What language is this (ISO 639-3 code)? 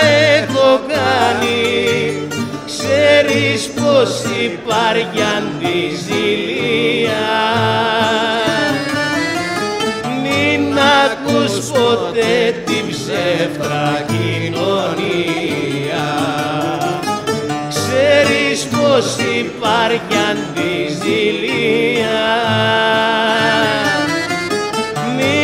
ell